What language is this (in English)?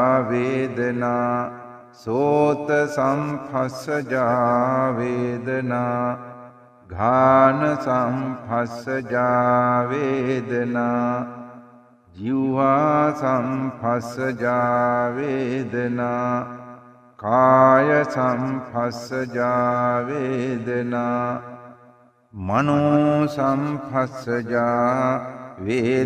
Sinhala